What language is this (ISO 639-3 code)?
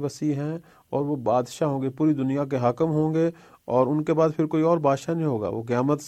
urd